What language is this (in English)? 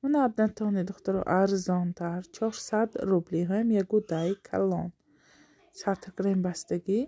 Tajik